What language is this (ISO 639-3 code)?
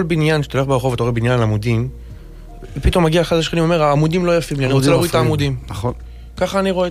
heb